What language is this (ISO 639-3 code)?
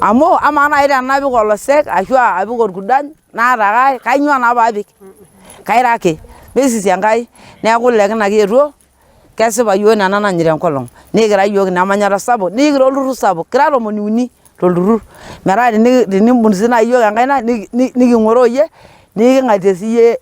mas